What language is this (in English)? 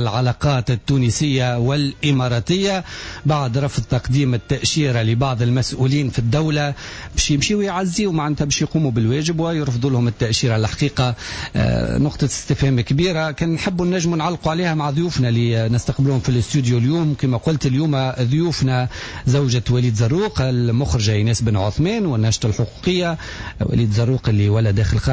Tunisian Arabic